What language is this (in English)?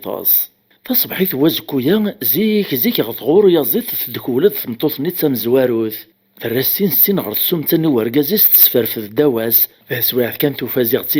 Kabyle